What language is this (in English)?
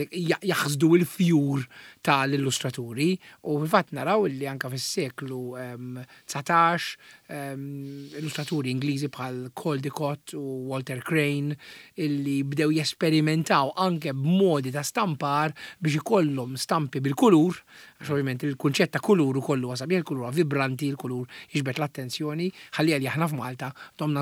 Maltese